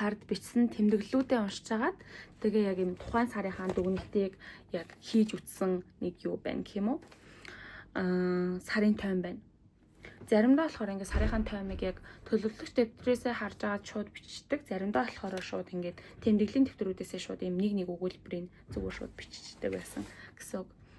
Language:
Mongolian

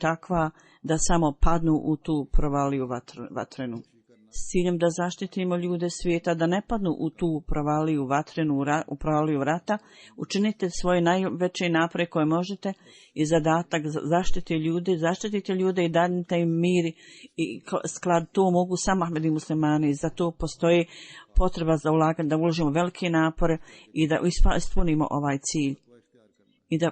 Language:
Bosnian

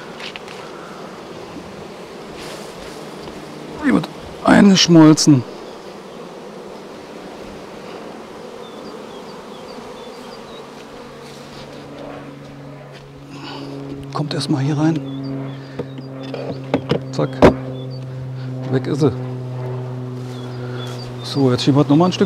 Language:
German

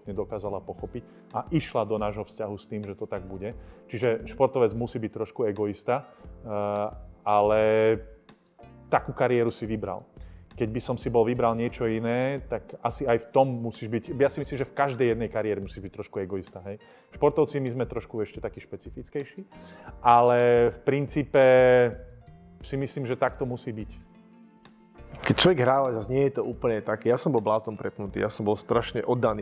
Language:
Slovak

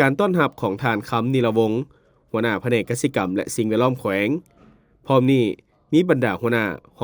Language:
Lao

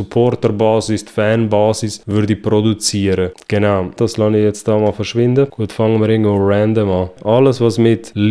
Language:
Swiss German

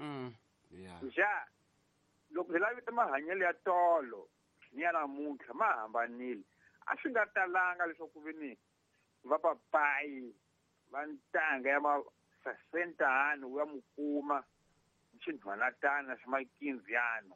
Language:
Tsonga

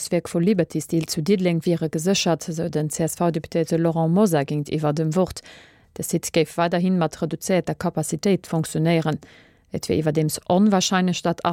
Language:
Luxembourgish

